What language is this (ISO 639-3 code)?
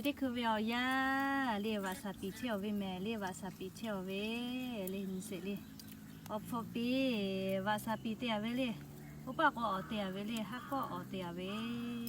lhu